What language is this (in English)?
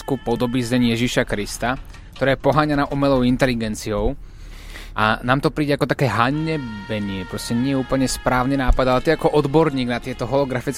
Slovak